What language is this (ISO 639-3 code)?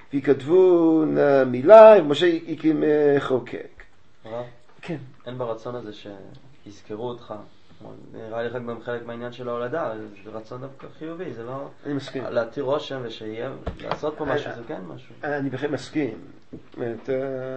heb